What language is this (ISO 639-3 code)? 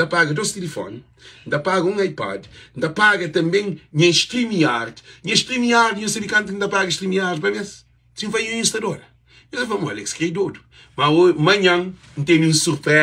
kea